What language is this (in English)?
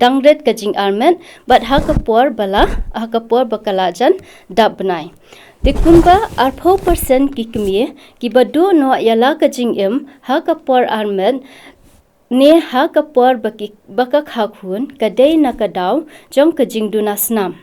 Khasi